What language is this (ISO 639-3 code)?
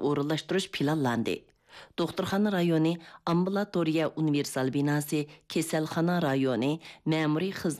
uig